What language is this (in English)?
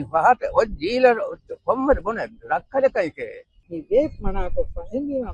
Divehi